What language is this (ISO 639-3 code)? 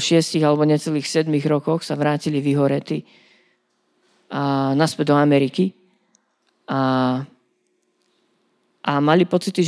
slk